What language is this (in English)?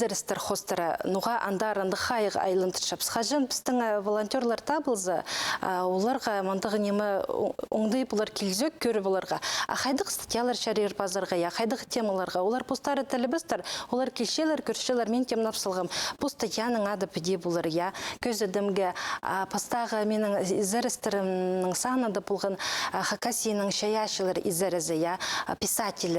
Khakas